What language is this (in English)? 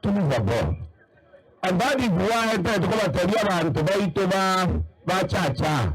Gusii